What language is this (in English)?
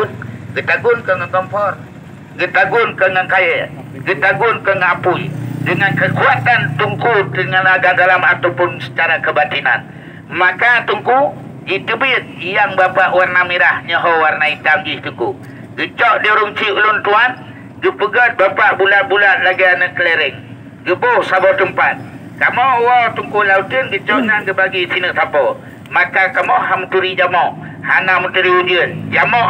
Achinese